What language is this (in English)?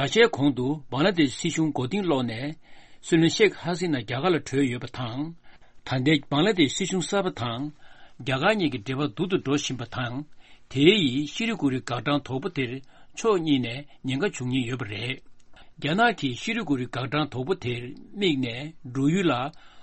Tibetan